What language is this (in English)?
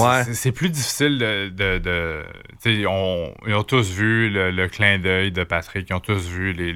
French